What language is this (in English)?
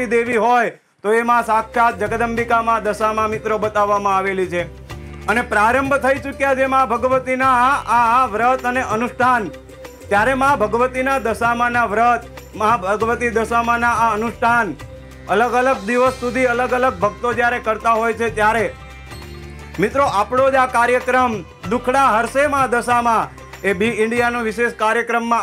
Gujarati